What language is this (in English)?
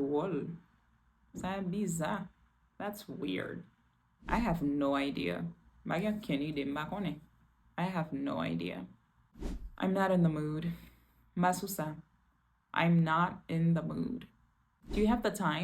Haitian Creole